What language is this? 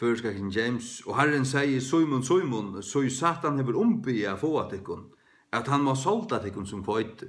Faroese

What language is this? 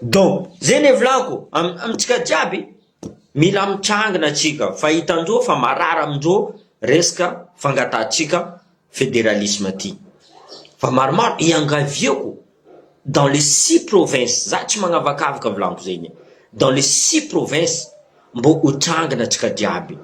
Malagasy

